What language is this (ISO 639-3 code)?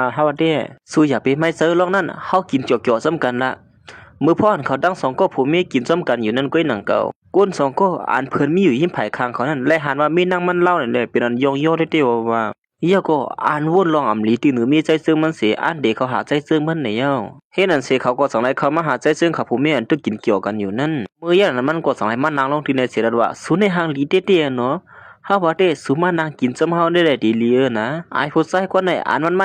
shn